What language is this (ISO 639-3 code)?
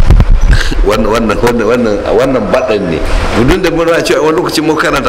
hau